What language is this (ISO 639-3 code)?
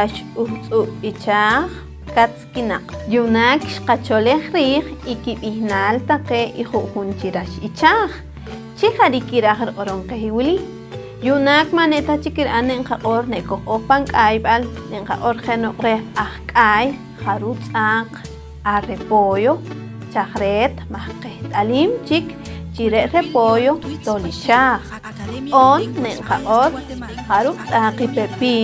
poh